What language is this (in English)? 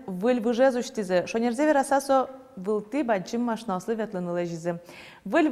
Udmurt